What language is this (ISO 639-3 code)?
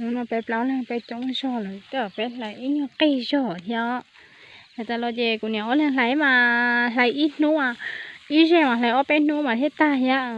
hmn